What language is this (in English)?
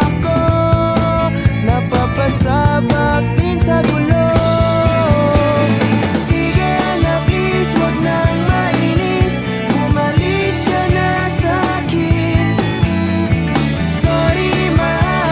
Filipino